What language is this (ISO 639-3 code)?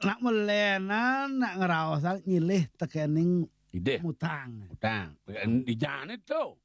ban